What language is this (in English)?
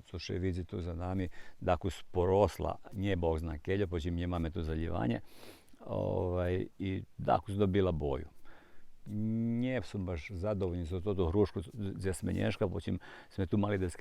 Rusyn